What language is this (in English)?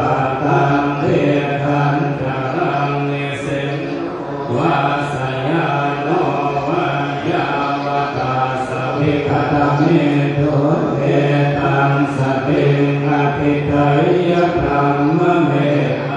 Pali